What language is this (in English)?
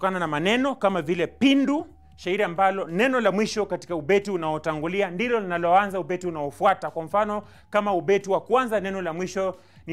Swahili